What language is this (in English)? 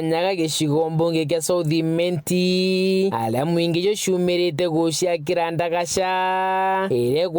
Meru